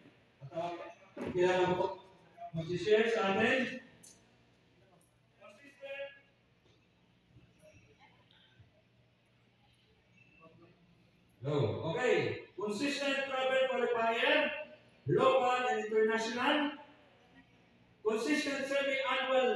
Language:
Filipino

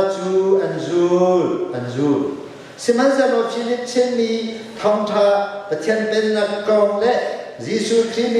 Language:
Hakha Chin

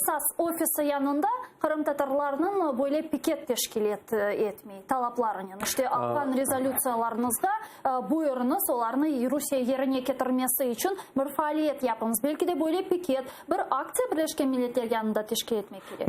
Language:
Crimean Tatar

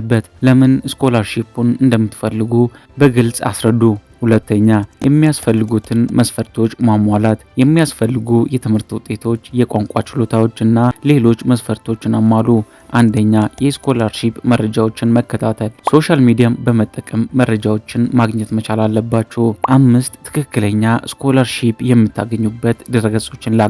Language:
Amharic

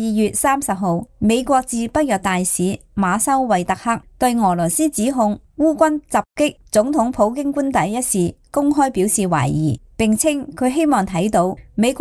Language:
Cantonese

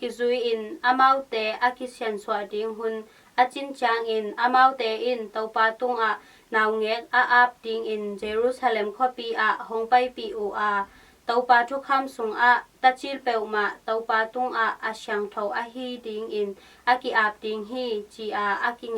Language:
Tedim Chin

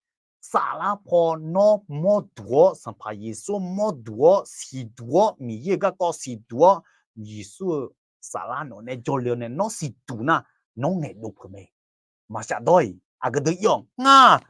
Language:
Akha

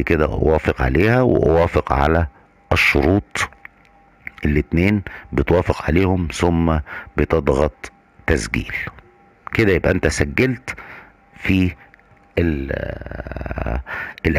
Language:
Egyptian Arabic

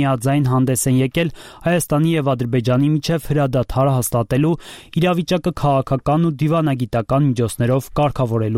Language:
Armenian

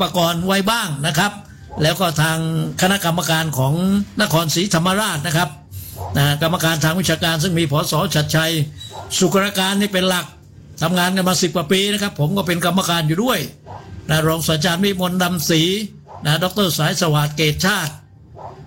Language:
Thai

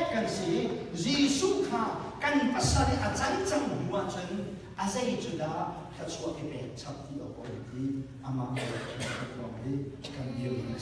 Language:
Hakha Chin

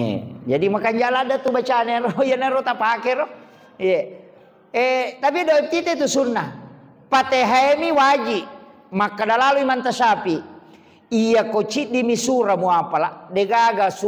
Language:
Buginese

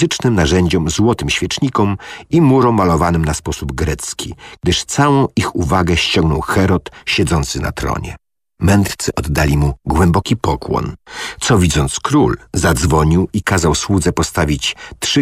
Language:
Polish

